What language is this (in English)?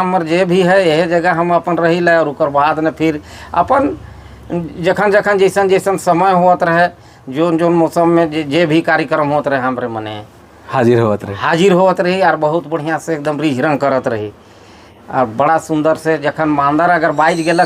Sadri